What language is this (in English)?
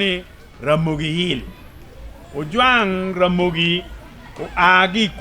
Acoli